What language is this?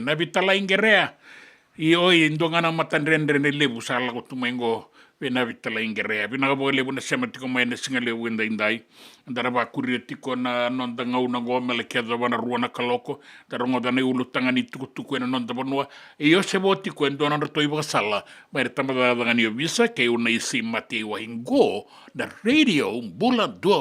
Fijian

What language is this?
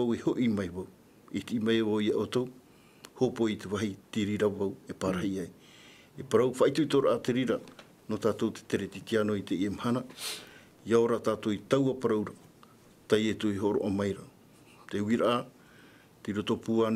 Tahitian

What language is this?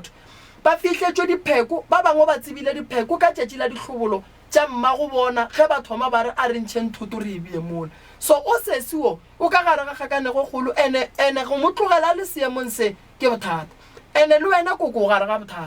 Northern Sotho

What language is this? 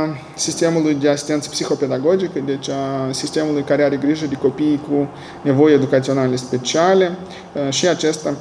Romanian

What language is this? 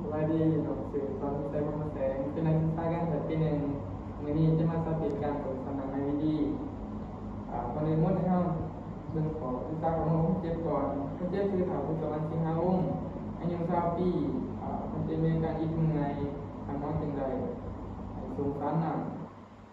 Lao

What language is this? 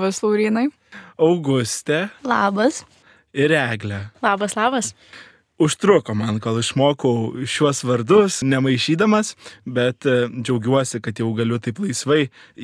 Lithuanian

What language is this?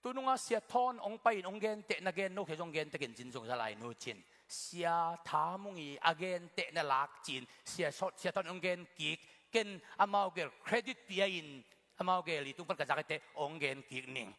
Tedim Chin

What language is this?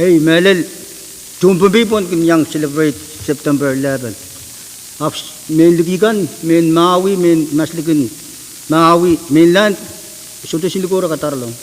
Pohnpeian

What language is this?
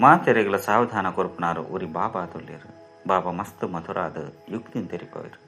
Tulu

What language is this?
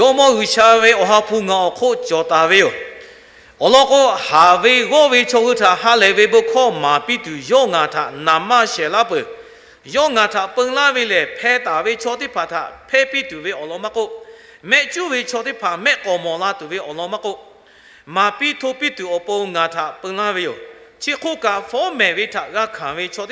Lahu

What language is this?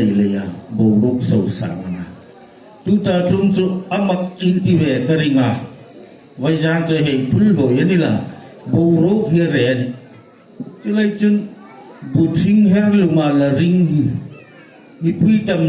Hmar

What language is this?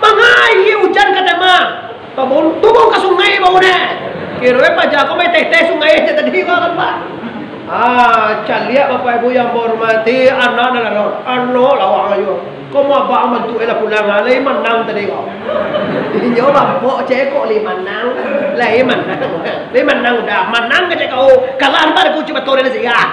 Minangkabau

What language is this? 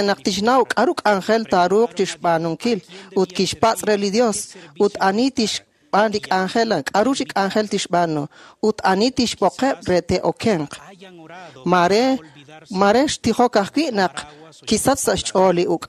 Kekchí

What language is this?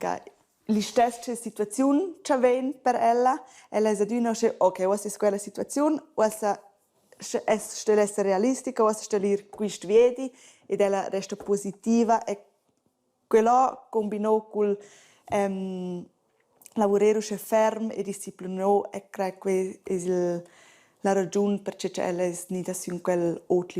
Romansh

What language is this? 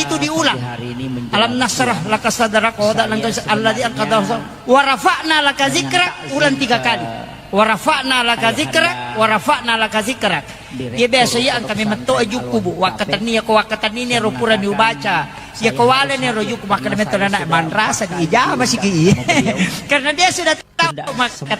Buginese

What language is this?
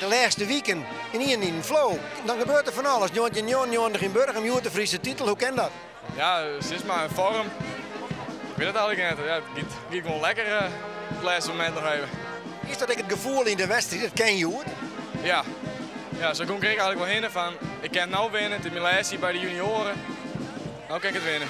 Western Frisian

